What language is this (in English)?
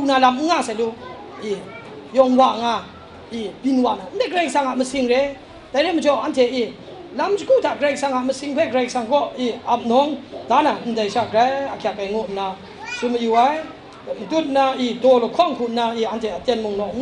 Kachin